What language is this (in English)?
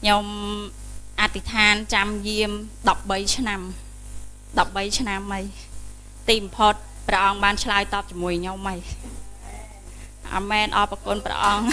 Khmer